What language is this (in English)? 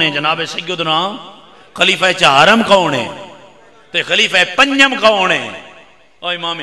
Western Panjabi